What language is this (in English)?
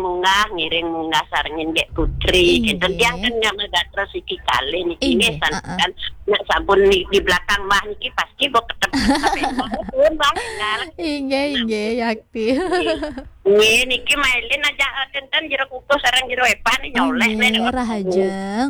Balinese